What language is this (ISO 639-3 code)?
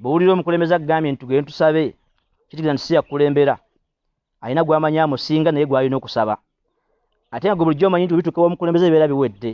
lug